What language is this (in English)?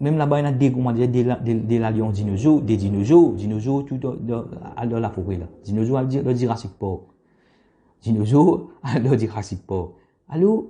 Morisyen